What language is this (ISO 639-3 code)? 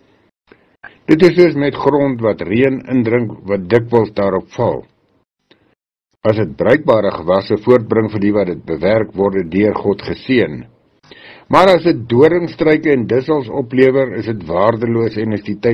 afr